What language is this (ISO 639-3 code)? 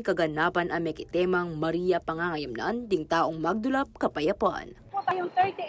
pam